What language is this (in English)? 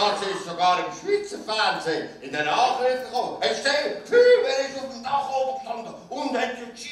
Swiss German